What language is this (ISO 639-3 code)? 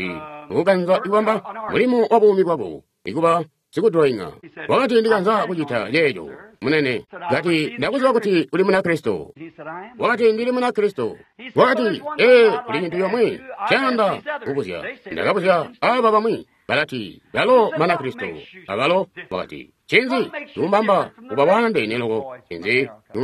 toi